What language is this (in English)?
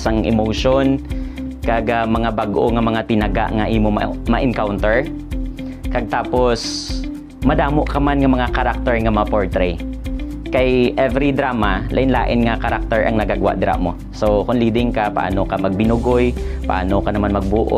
Hiligaynon